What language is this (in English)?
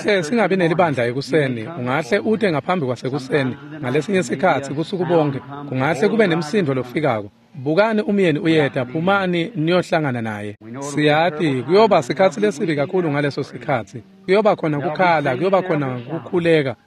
Swati